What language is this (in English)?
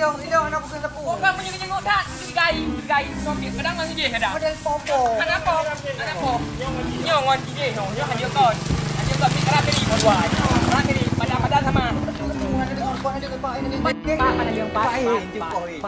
Achinese